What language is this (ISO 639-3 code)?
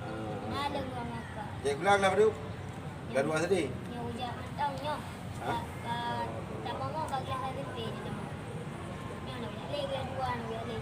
ace